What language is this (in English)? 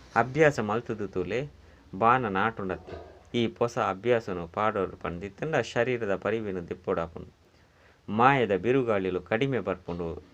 Tulu